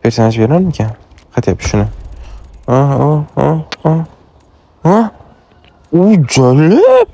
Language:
Uzbek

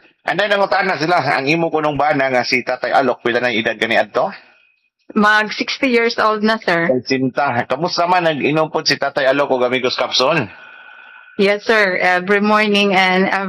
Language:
Cebuano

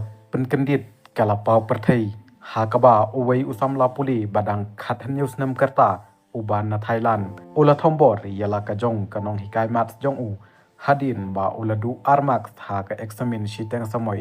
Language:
Khasi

